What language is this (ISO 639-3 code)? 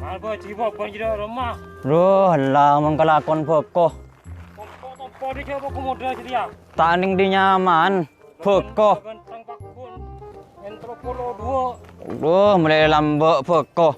mad